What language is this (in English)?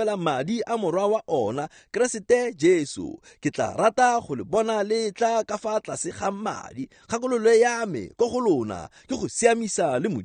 Tswana